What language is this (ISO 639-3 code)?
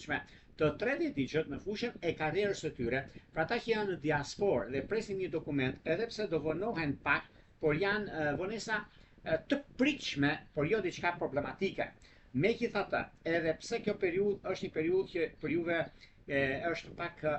sqi